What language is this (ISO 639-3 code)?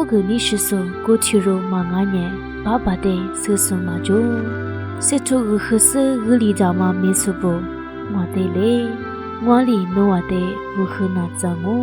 lis